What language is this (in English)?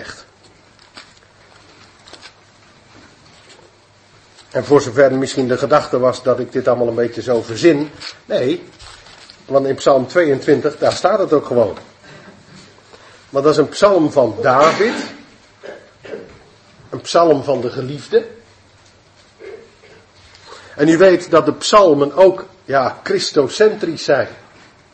Dutch